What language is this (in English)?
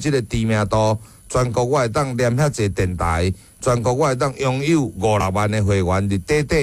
Min Nan Chinese